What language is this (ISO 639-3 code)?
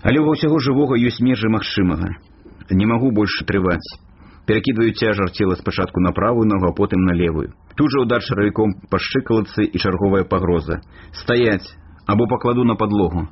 bel